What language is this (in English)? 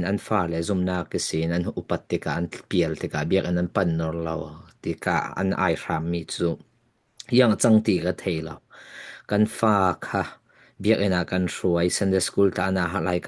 Falam Chin